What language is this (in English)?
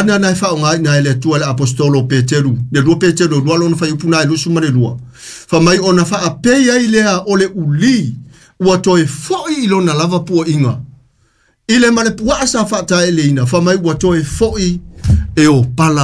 Samoan